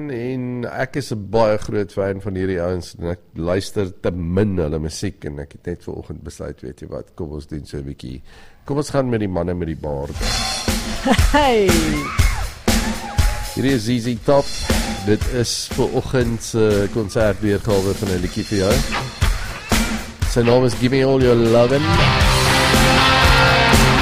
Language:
Afrikaans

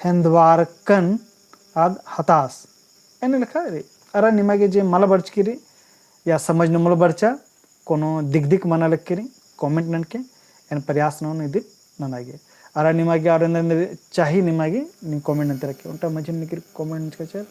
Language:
Kurukh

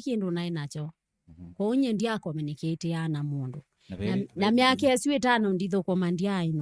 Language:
Kamba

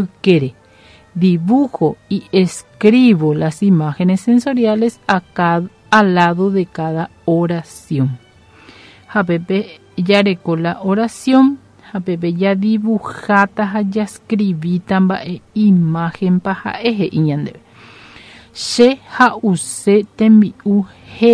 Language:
Guarani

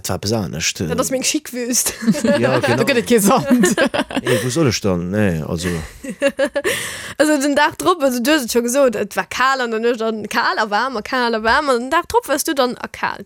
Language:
Luxembourgish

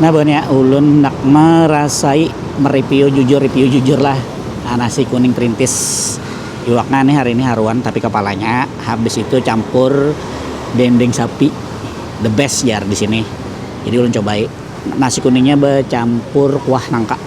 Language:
Banjar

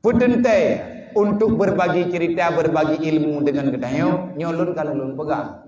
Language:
Achinese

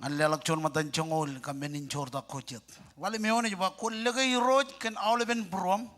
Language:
Marshallese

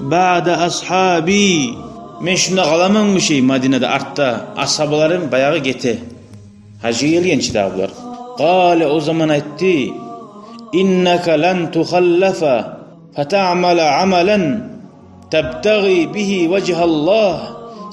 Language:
Kumyk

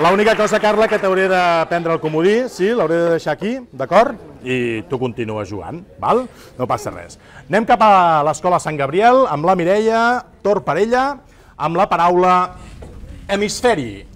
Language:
Catalan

